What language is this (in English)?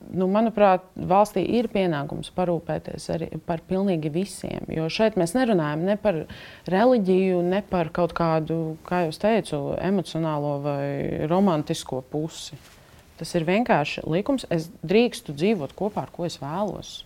Latvian